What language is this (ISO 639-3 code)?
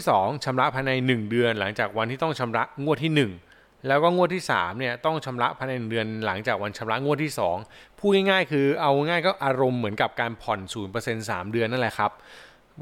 tha